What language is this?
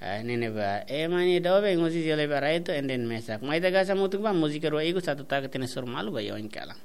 Tetum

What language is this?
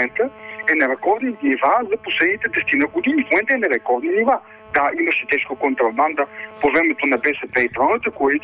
Bulgarian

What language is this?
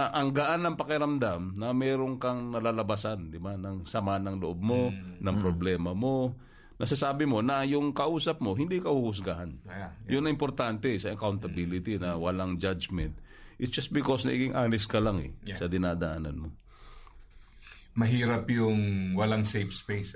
Filipino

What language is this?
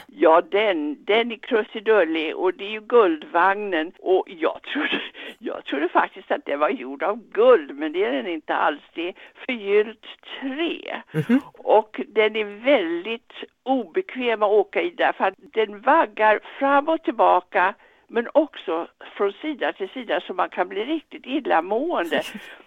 Swedish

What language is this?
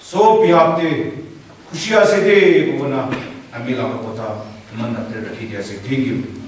Naga Pidgin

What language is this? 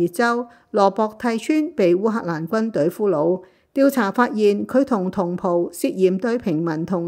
Cantonese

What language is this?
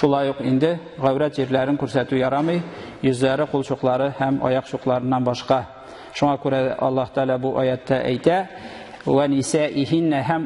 Tatar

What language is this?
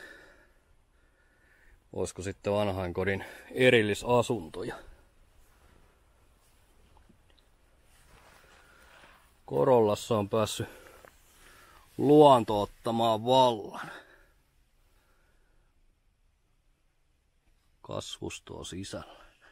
Finnish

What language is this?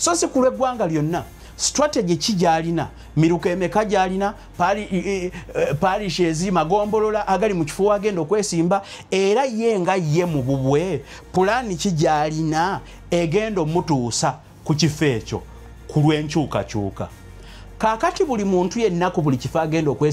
Ganda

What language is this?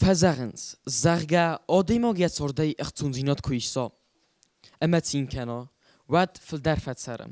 Ossetic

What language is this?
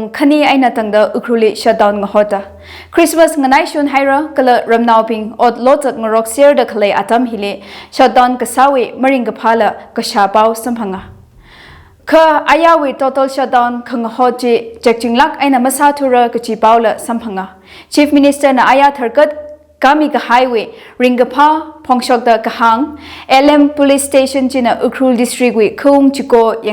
Tangkhul Naga (India)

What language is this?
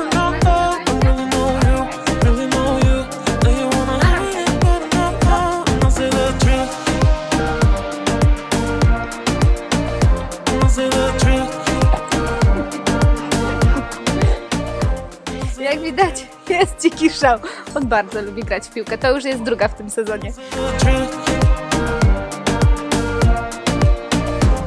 Polish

